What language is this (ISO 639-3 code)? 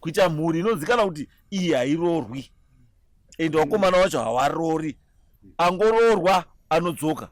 sna